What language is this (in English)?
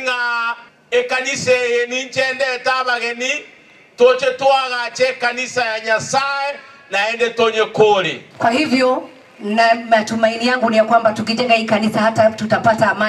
Gusii